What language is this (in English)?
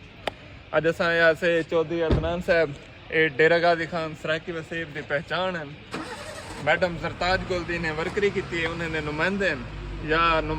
Saraiki